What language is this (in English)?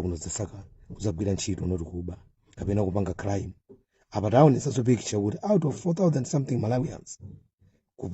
Nyanja